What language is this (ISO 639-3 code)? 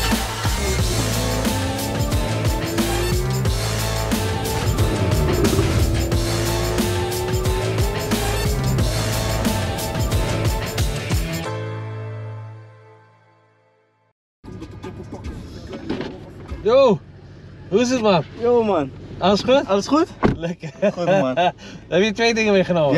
nld